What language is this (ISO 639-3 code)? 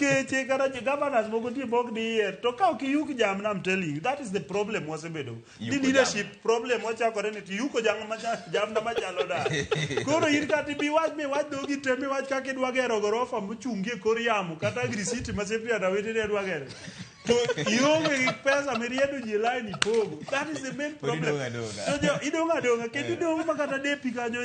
luo